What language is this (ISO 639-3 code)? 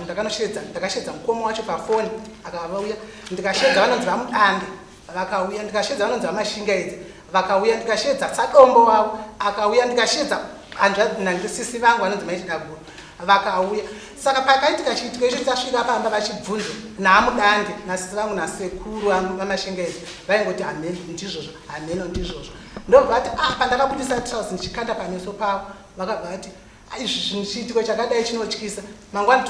sna